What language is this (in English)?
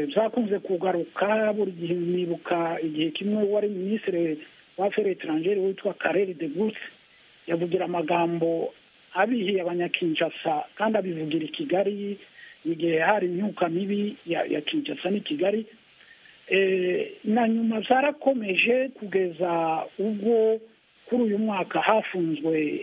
Kinyarwanda